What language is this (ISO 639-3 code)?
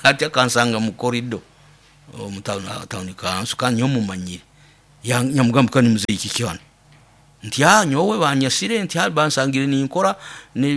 nyo